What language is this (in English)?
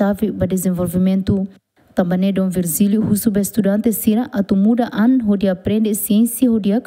Tetum